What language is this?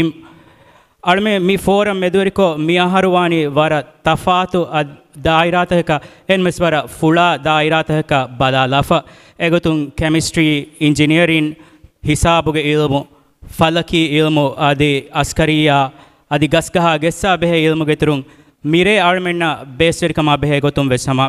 Divehi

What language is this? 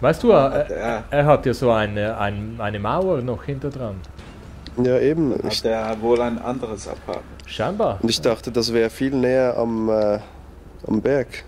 Swiss German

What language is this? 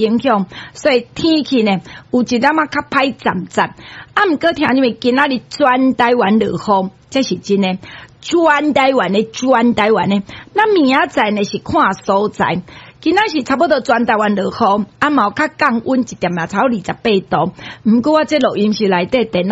Min Nan Chinese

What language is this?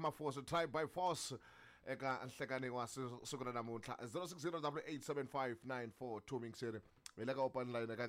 Tsonga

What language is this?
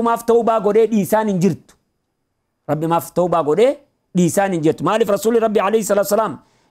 Oromo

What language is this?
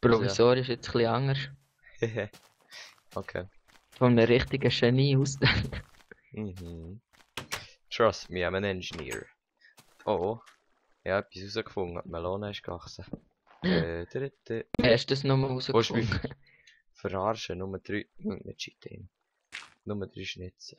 Swiss German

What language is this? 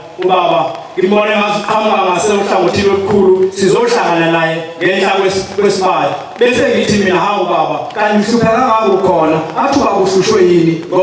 Zulu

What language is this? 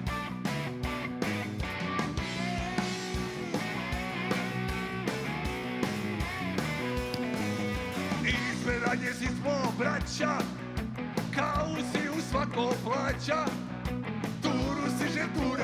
Serbian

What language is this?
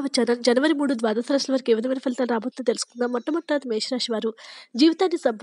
Telugu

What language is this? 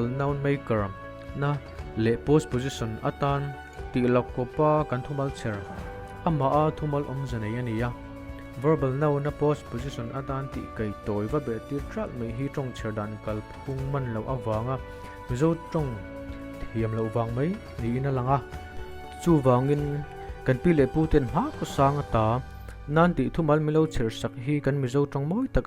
Mizo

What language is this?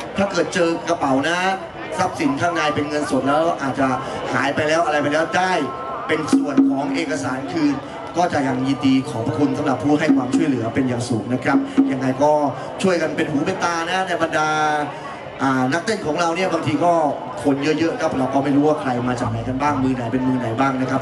Thai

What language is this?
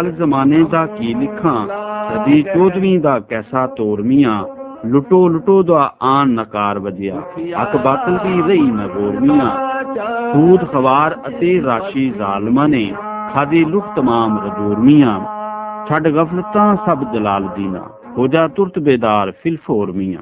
Gujari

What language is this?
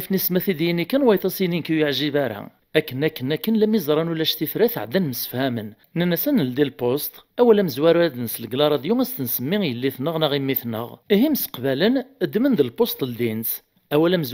Kabyle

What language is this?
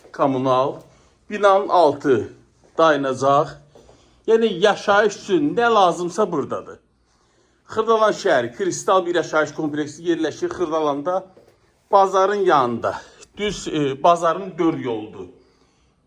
Azerbaijani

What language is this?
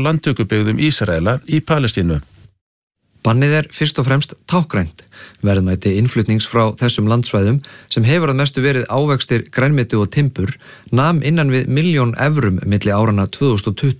Icelandic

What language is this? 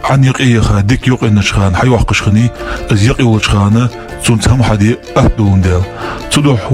Ingush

